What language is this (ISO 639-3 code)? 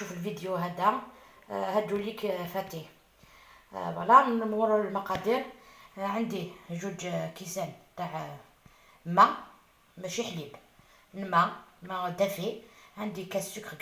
arq